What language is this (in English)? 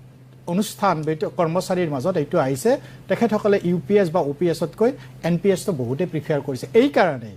Assamese